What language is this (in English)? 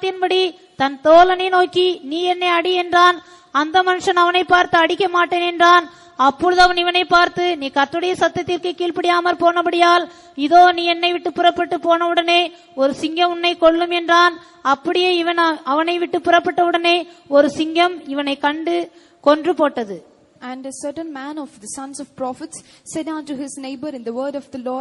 Tamil